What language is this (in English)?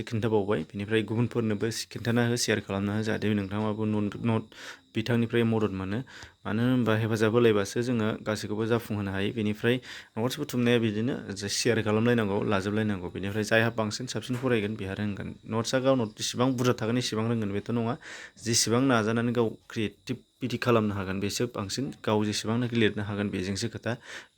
Bodo